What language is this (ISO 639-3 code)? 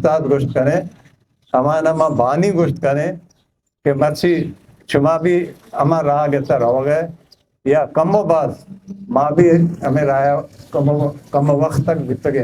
bgp